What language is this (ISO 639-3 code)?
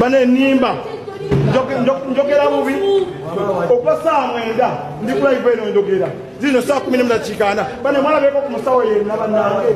lug